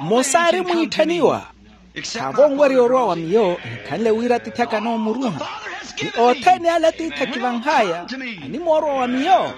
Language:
Makhuwa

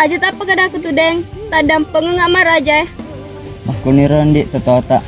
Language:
Buginese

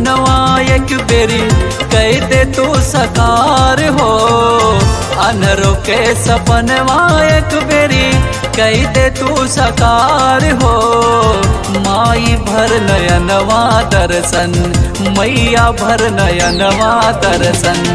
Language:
Bhojpuri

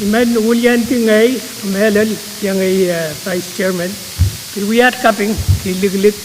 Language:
Pohnpeian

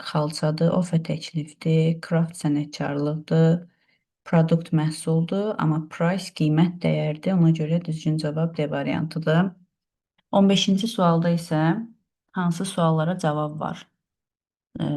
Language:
Azerbaijani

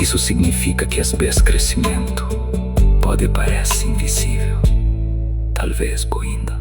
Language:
Kabuverdianu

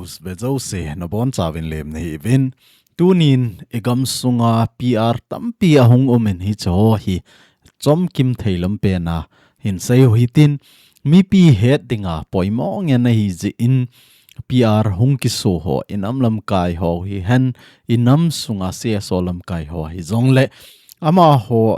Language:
Thado Chin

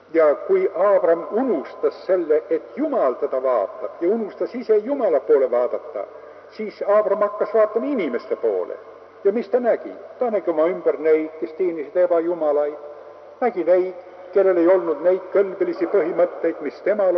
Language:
Estonian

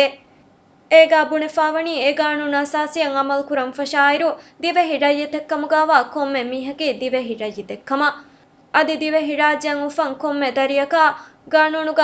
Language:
Divehi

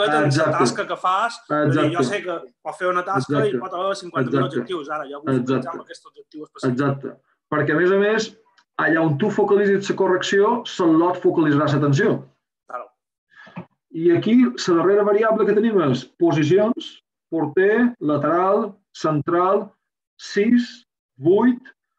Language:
Catalan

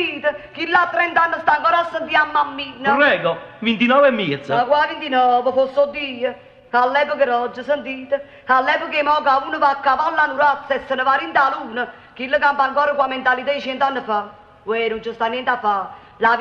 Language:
Neapolitan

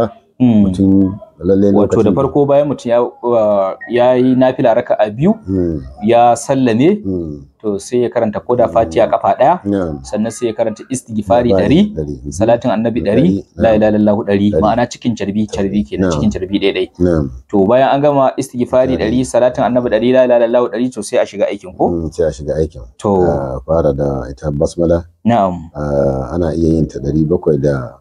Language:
Hausa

